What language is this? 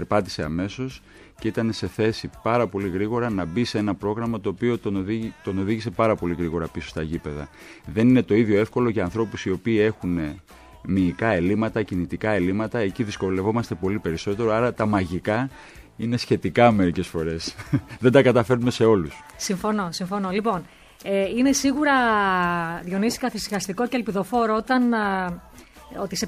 Greek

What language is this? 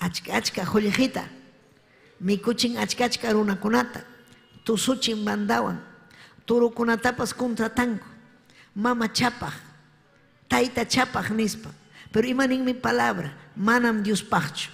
Ayacucho Quechua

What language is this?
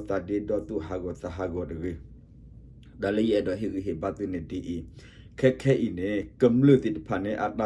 S'gaw Karen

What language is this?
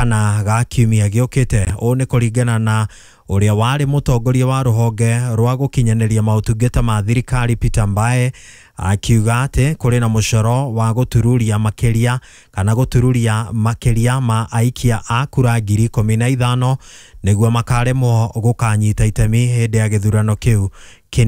Kikuyu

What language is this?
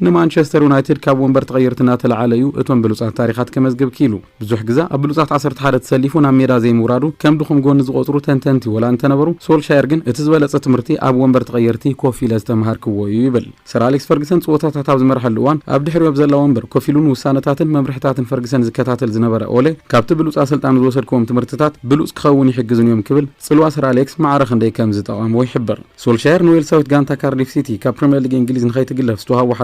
Tigrinya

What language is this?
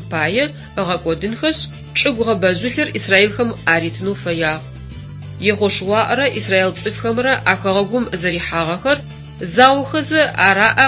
Adyghe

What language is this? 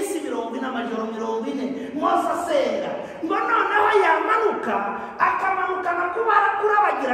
Kinyarwanda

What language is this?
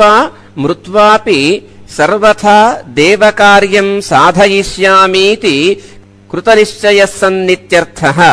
Sanskrit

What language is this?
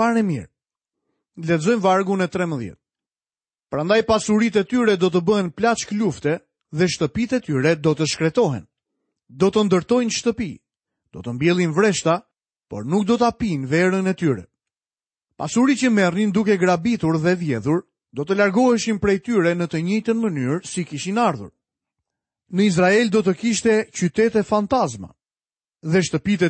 Albanian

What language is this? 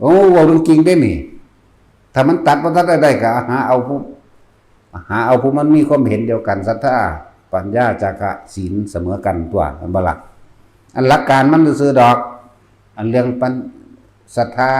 Northeastern Thai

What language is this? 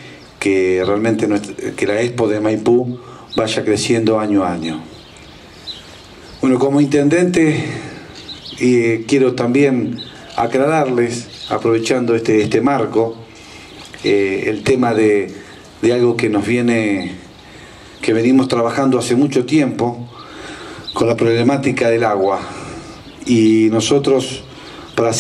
Spanish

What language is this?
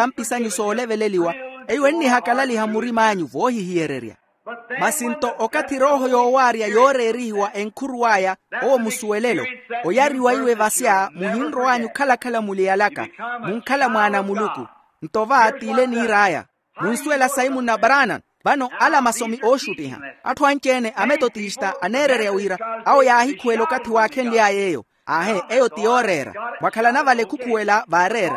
Makhuwa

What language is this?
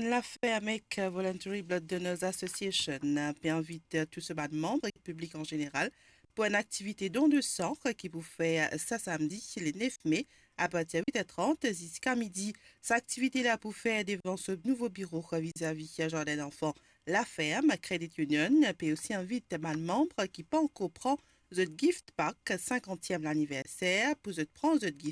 Morisyen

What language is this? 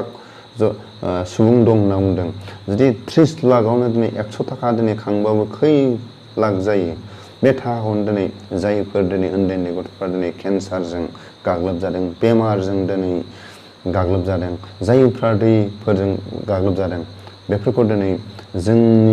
Bodo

